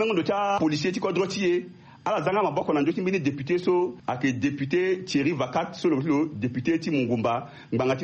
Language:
Sango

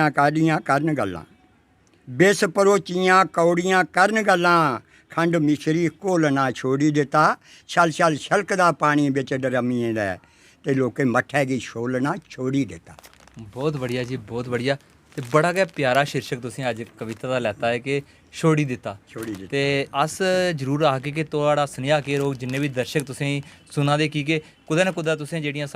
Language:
Dogri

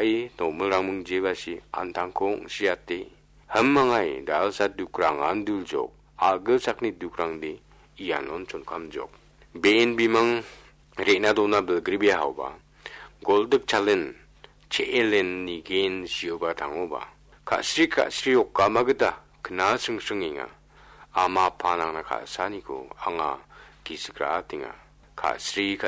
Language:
Garo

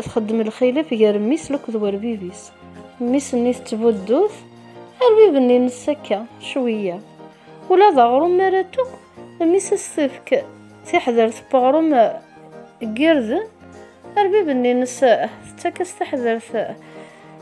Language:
Kabyle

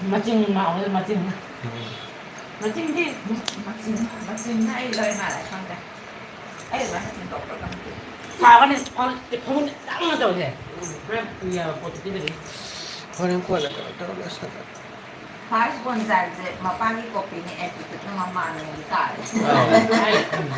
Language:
Manipuri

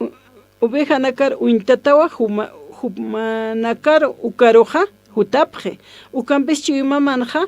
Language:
Aymara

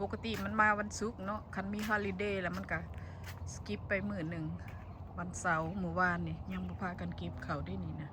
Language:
Northeastern Thai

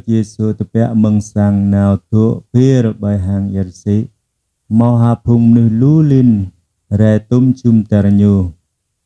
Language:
Jarai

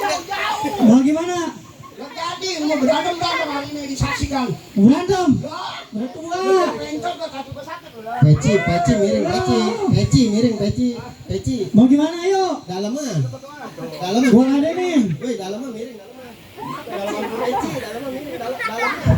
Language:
Betawi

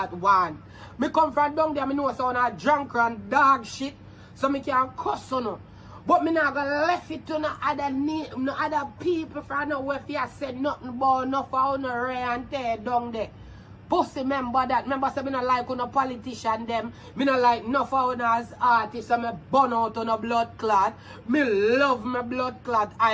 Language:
Jamaican Creole English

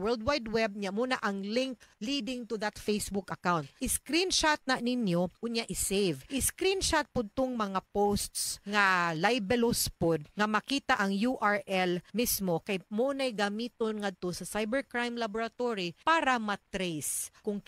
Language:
Cebuano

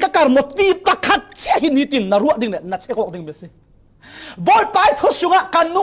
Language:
Falam Chin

